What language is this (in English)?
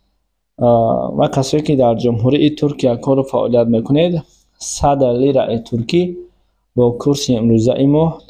Tajik